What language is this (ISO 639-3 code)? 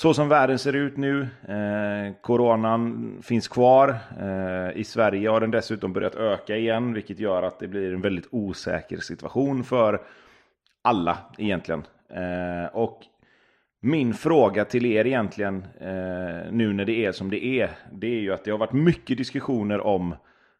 swe